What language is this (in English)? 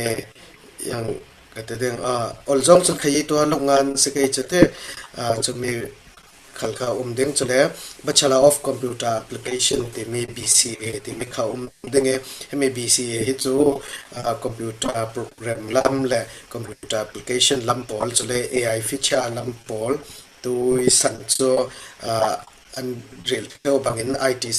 Falam Chin